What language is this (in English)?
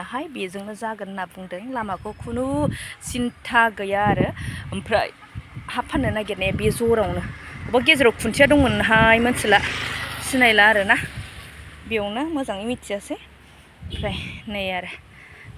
Bodo